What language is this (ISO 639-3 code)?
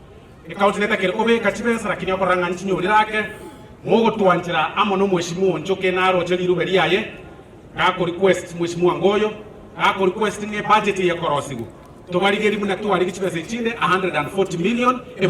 guz